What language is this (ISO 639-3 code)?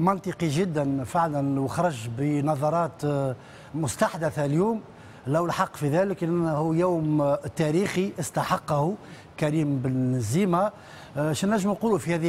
aeb